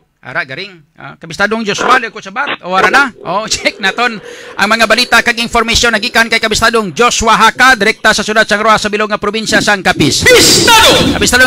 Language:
Hiligaynon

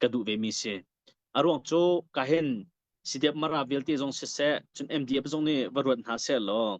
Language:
Hakha Chin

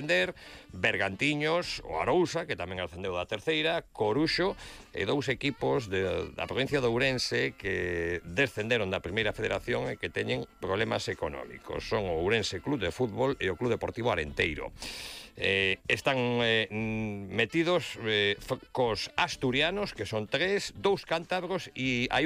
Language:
Galician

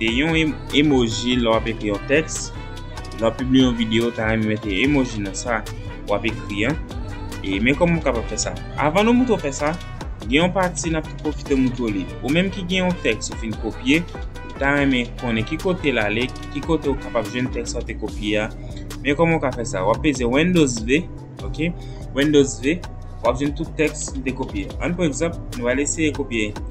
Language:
Haitian Creole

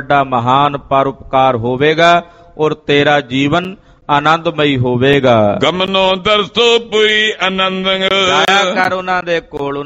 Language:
Punjabi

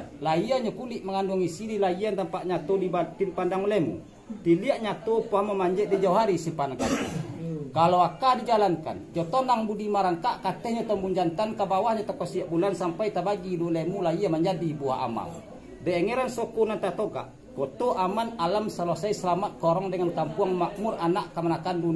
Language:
Minangkabau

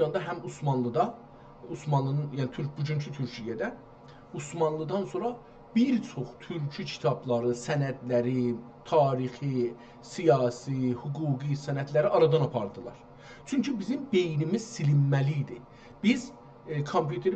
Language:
South Azerbaijani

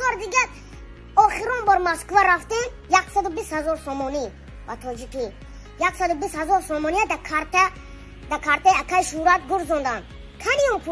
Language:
Tajik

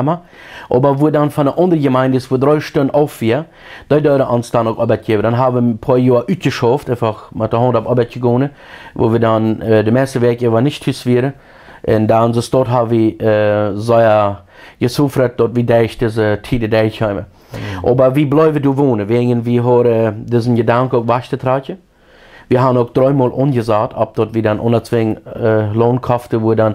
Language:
Plautdietsch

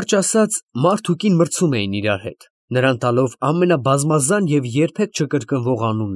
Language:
Armenian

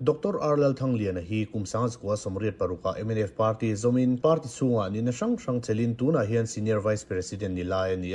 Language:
Mizo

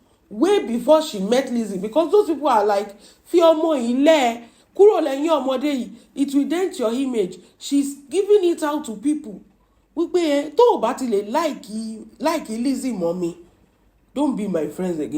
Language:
Yoruba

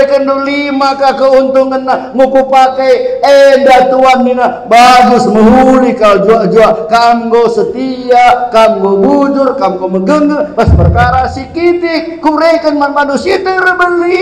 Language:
Batak Karo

